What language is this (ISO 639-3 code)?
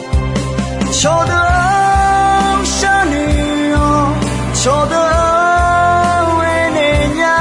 ahk